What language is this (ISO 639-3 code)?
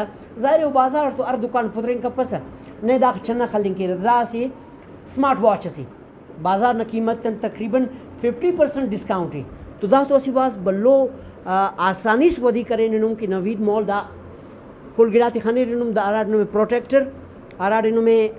brh